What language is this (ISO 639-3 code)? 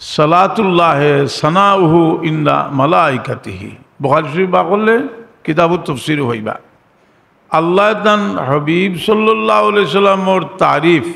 syl